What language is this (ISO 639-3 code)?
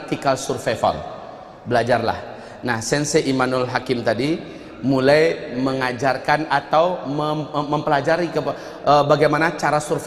ind